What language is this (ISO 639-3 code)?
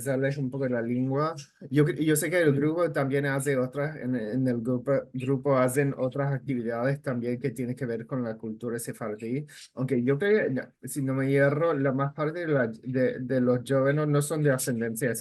lad